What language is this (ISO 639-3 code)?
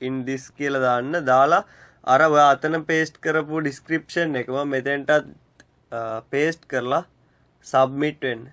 sin